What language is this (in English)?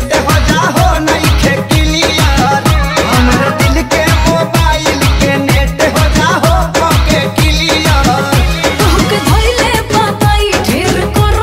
Bhojpuri